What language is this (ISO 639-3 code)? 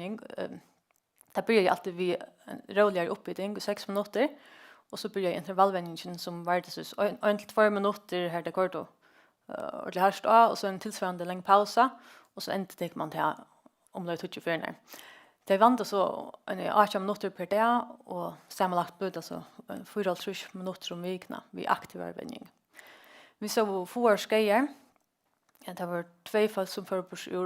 fao